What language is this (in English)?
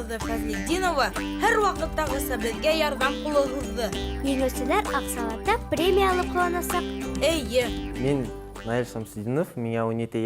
Bashkir